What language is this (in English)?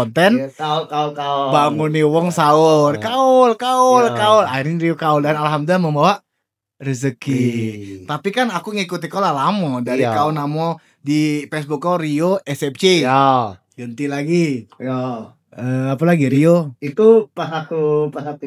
Musi